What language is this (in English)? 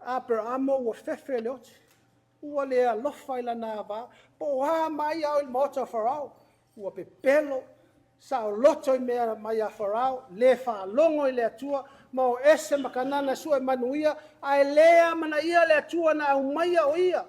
Samoan